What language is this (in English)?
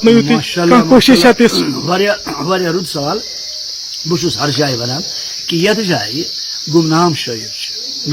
Kashmiri